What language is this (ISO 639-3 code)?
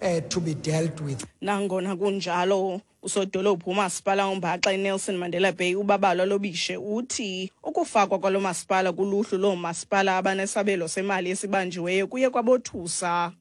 xho